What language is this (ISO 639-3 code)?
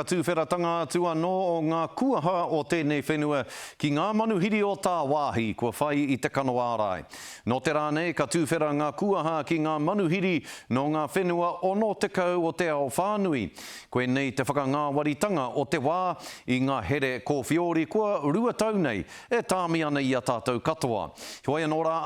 mri